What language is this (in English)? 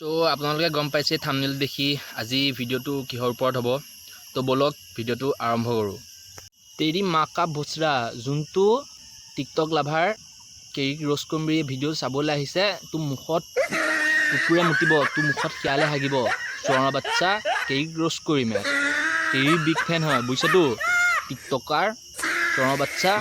Assamese